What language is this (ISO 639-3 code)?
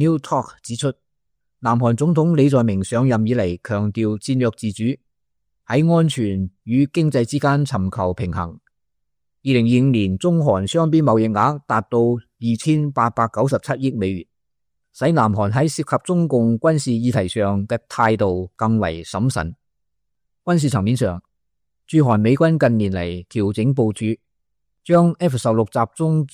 yue